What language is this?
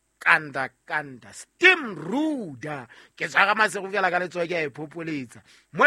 Southern Sotho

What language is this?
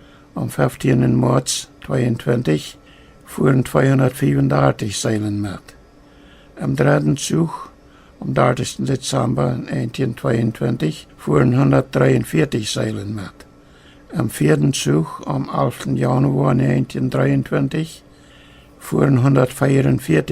Plautdietsch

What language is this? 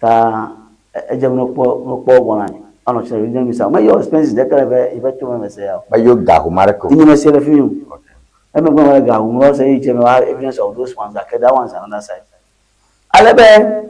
Ewe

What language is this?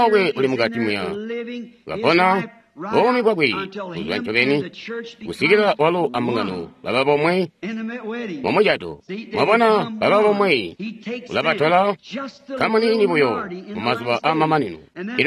Tonga (Zambia)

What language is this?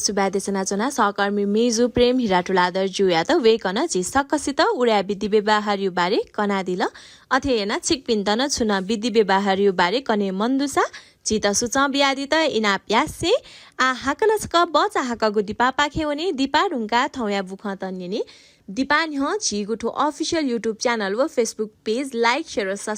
Newari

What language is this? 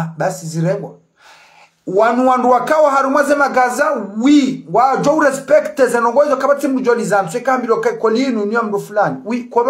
Ngazidja Comorian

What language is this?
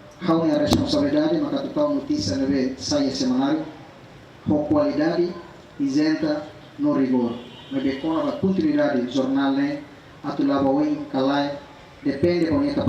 Tetum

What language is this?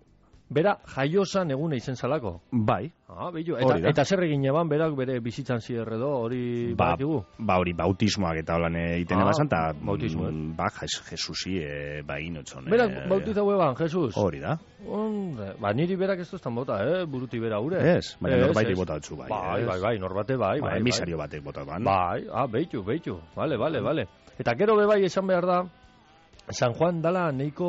Basque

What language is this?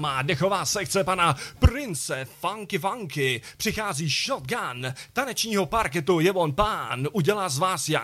Czech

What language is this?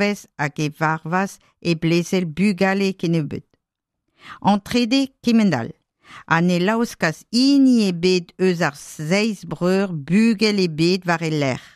Breton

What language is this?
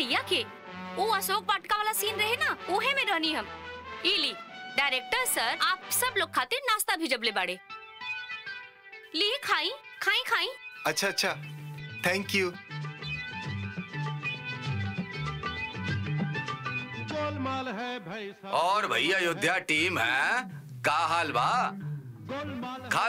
Bhojpuri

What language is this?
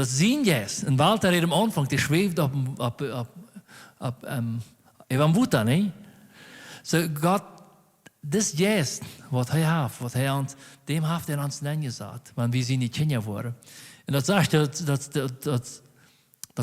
Plautdietsch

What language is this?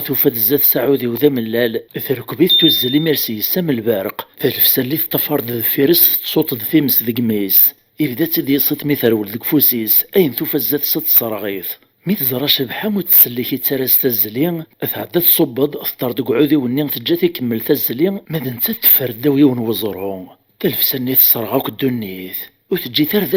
Kabyle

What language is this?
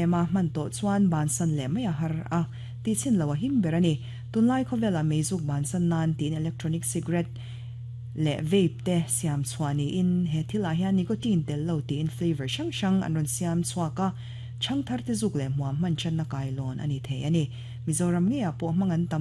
Mizo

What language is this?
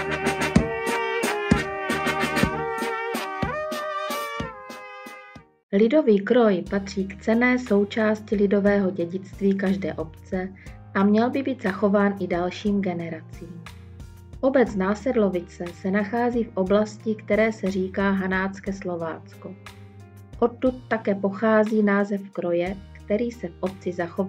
Czech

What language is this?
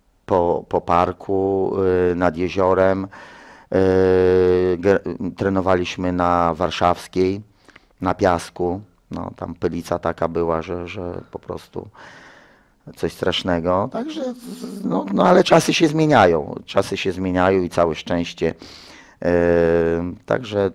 Polish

